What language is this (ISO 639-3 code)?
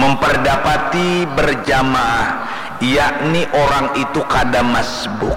bjn